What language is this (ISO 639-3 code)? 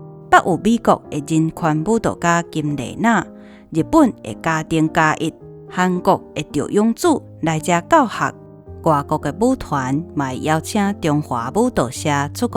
nan